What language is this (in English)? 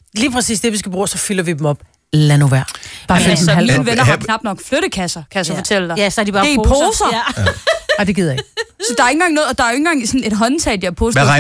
Danish